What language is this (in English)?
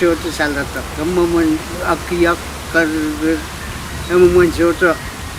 Pohnpeian